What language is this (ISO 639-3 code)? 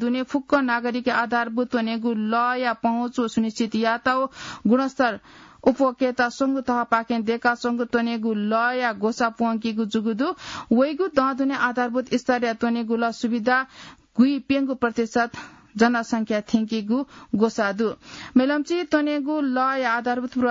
new